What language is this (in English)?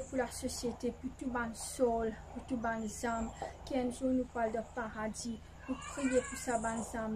Morisyen